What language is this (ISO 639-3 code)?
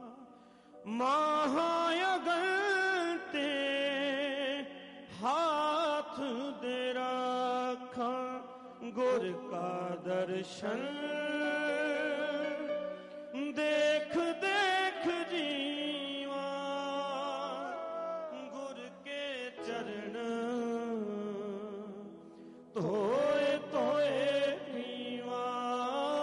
pan